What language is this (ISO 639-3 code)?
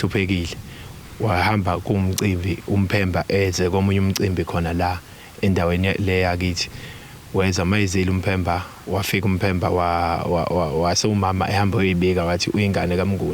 zul